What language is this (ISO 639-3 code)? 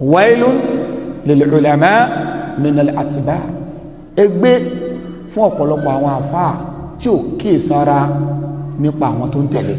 yor